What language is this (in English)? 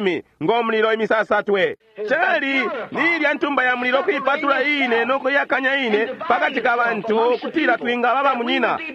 Bemba